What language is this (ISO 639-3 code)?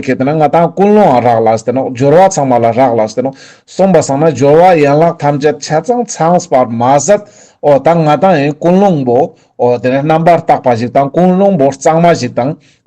lbj